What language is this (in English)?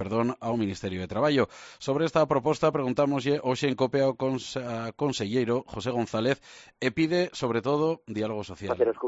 Galician